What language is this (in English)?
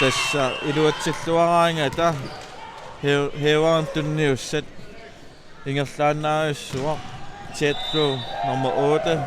Kalaallisut